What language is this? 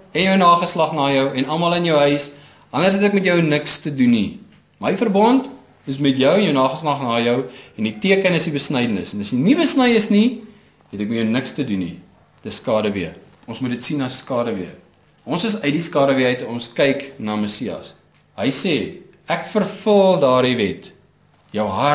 Afrikaans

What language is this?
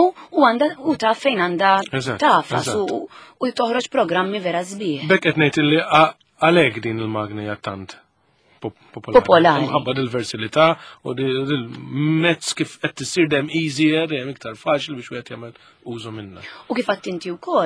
Maltese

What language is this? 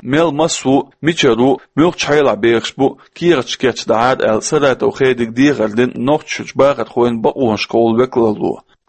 Chechen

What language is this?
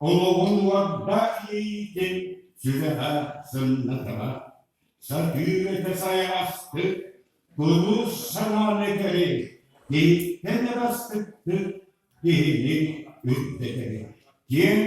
Yakut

